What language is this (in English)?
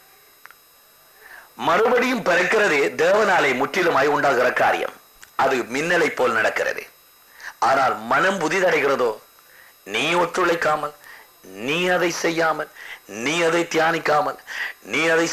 Tamil